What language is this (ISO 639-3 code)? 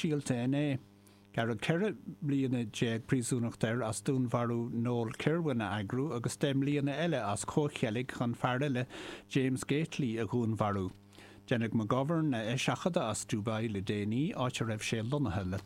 gle